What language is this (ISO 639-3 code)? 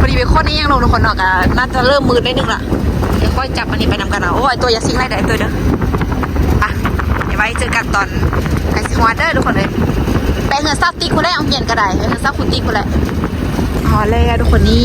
lao